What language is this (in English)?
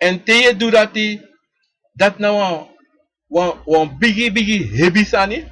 Sranan Tongo